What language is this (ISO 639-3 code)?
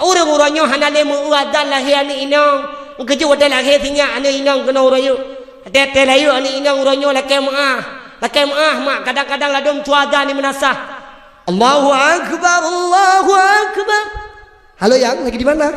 ace